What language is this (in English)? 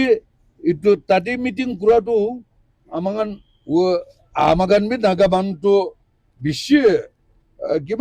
Naga Pidgin